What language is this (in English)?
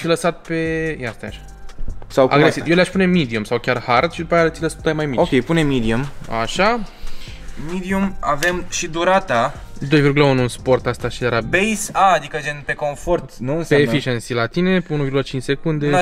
Romanian